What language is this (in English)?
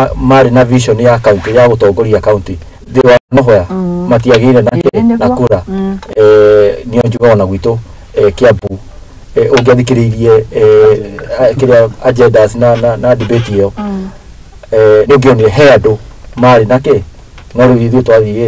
Kikuyu